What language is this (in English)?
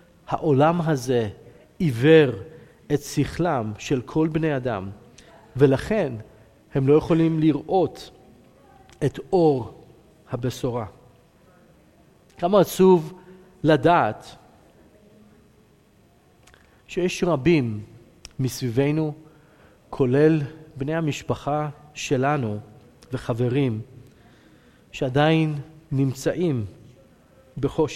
Hebrew